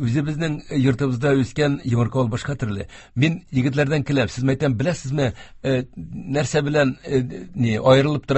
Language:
Tatar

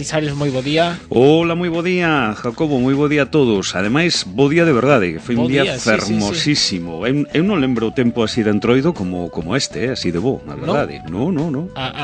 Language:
Galician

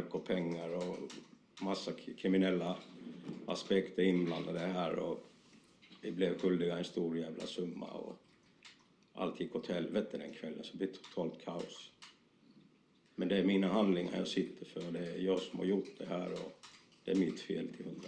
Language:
Swedish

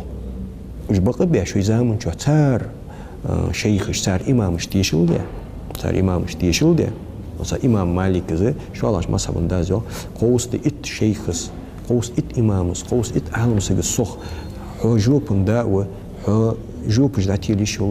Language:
Ingush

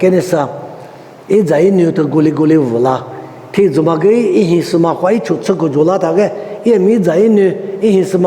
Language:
Lisu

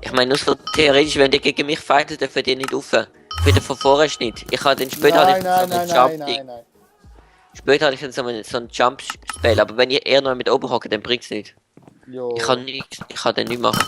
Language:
Swiss German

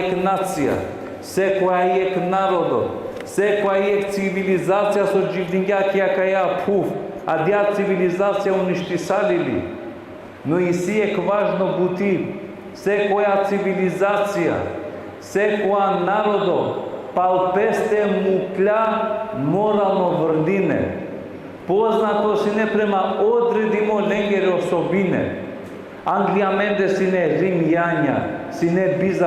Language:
Balkan Romani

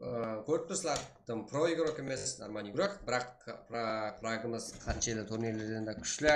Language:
Kara-Kalpak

